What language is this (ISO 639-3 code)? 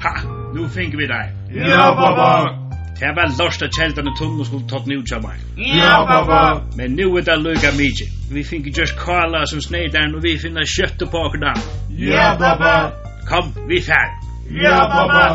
fao